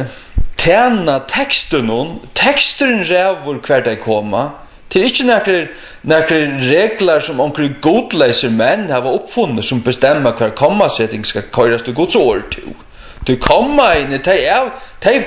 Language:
Faroese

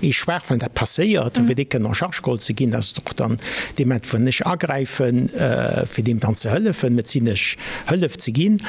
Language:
Luxembourgish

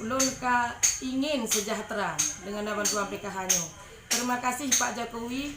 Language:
Achinese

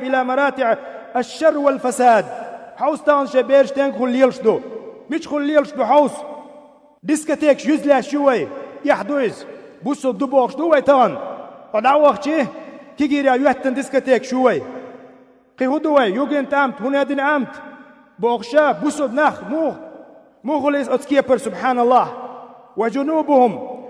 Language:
Chechen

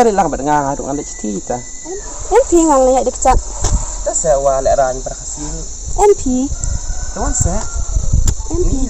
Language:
Khasi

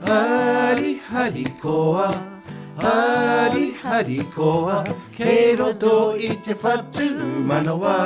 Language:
Māori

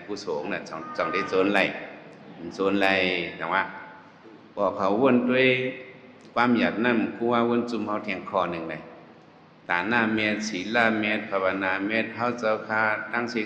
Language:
Shan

